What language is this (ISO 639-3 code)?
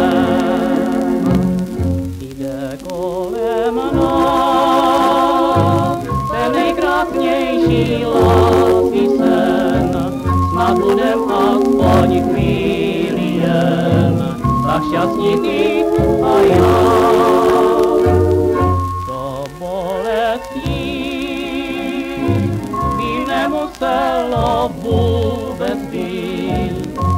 ces